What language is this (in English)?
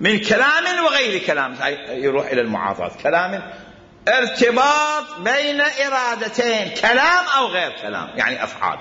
Mesopotamian Arabic